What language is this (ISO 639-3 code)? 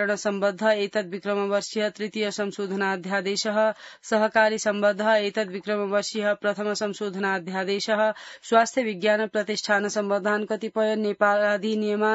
san